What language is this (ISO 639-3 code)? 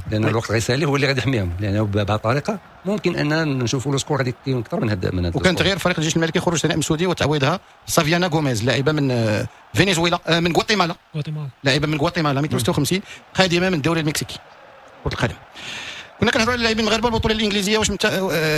ary